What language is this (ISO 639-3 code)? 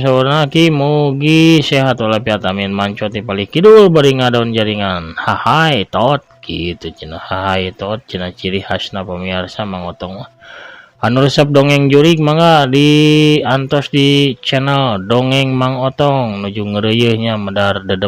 sun